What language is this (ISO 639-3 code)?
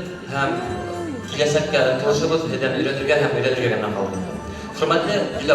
bak